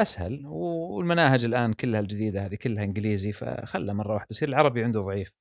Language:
Gulf Arabic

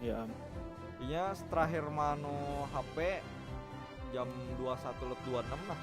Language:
Banjar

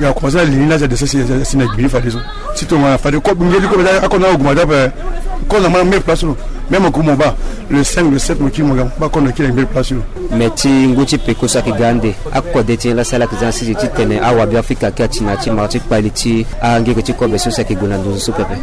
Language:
Sango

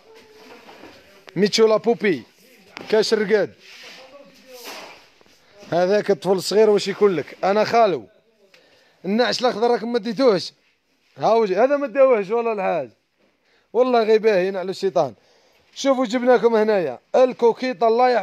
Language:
Algerian Arabic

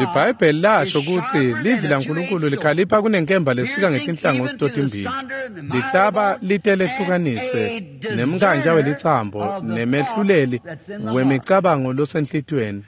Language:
Swati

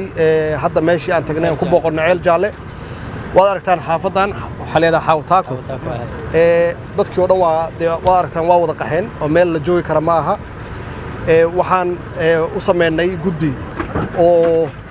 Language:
Somali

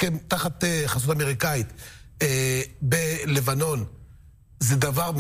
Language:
Hebrew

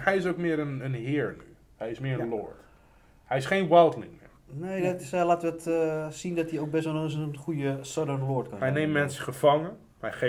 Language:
Dutch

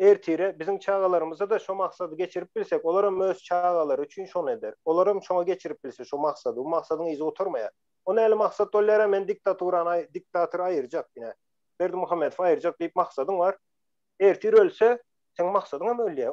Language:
Turkmen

